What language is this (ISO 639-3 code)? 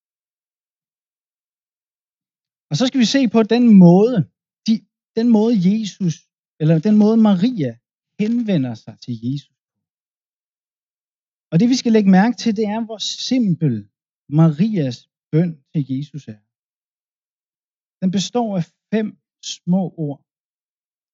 dan